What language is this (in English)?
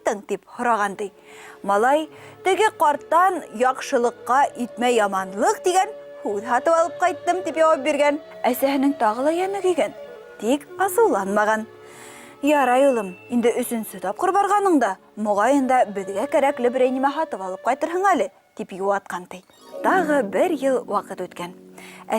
Bashkir